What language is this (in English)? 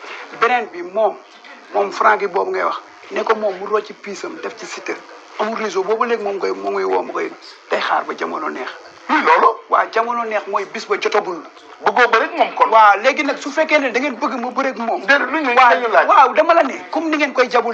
Wolof